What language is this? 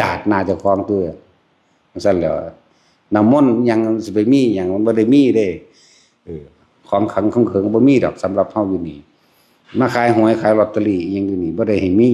Northeastern Thai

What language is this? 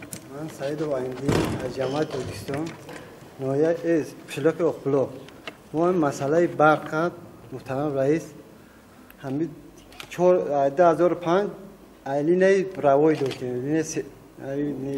Tajik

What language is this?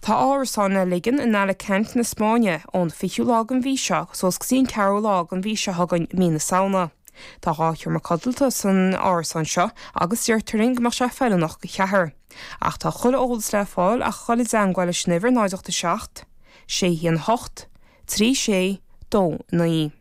Irish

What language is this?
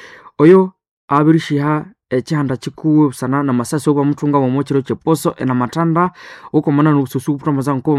Nande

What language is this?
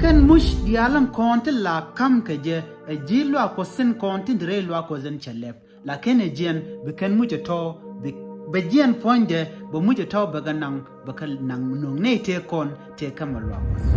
Nuer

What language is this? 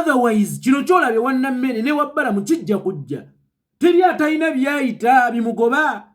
Ganda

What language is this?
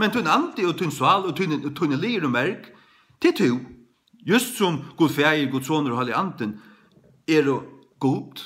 Faroese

